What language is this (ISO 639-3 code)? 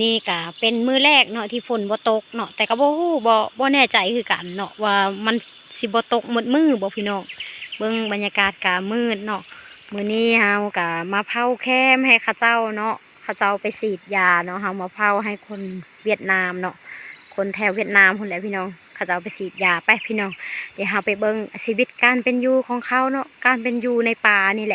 lao